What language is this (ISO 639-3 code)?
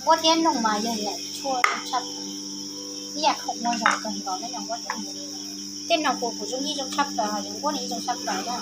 hmn